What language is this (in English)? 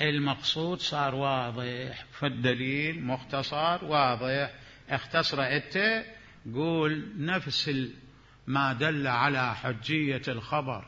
Mesopotamian Arabic